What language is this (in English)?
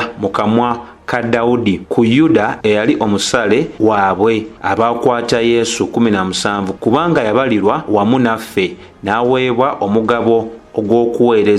Ganda